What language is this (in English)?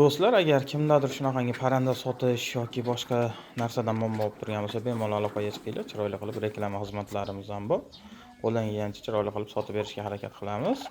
Uzbek